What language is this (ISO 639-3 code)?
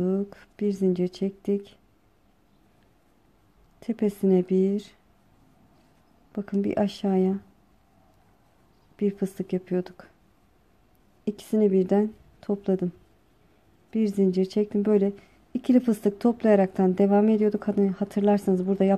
tur